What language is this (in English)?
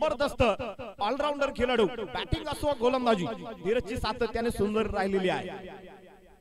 Marathi